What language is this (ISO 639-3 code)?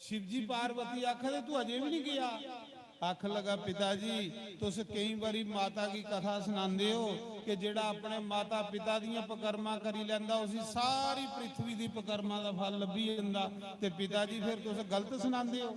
doi